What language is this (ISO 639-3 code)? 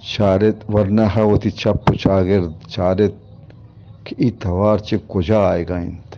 bgp